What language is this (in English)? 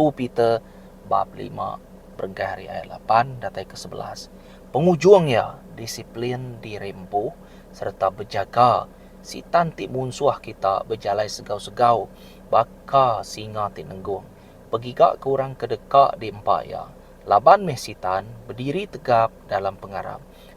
Iban